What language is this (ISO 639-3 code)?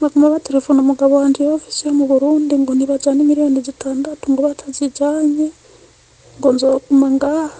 run